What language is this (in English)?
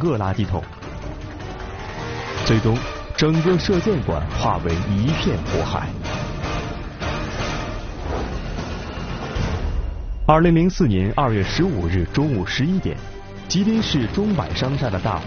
Chinese